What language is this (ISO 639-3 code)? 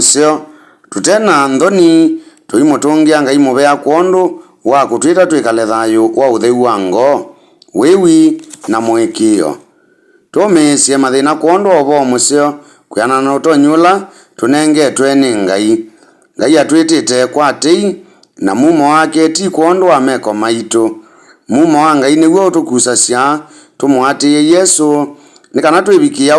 kam